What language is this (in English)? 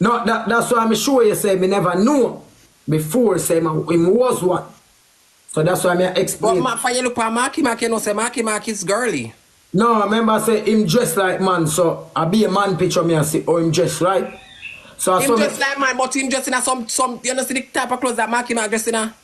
Jamaican Creole English